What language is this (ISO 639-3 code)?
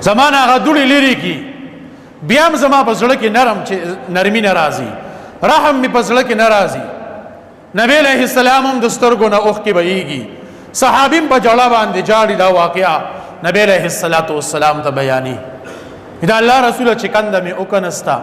pus